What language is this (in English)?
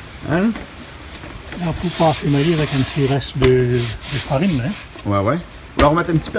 Réunion Creole French